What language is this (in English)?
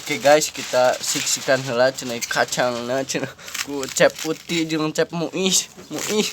Sundanese